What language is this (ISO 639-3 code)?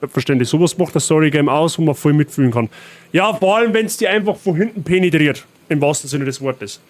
bar